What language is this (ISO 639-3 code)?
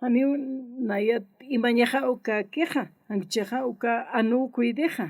aym